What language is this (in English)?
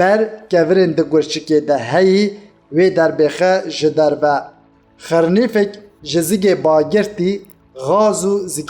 Kurdish